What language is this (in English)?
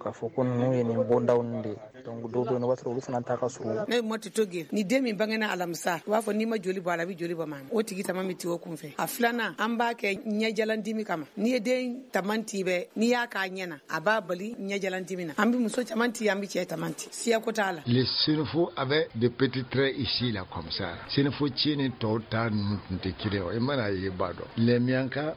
Bambara